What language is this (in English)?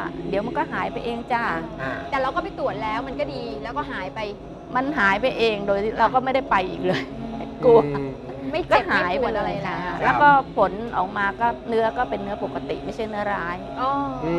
Thai